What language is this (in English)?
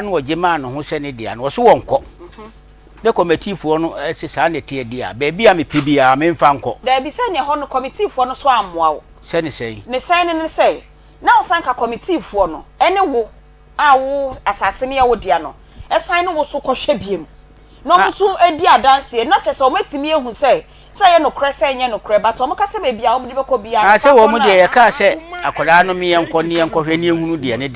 Akan